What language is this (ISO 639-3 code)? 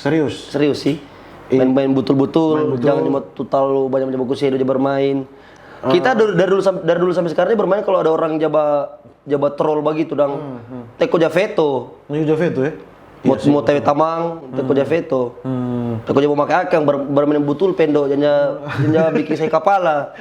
xmm